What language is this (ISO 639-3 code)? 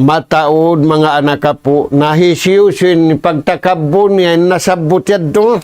tsg